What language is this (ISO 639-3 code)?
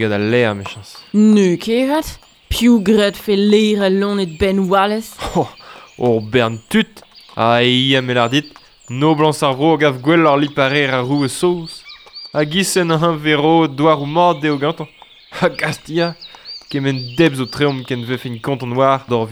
bre